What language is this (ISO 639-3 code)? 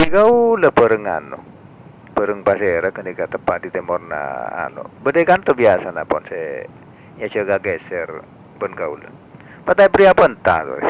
mad